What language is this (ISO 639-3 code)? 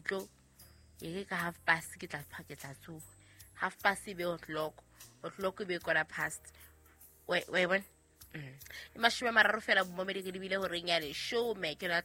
sot